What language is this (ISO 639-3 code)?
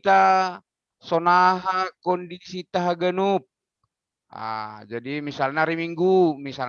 bts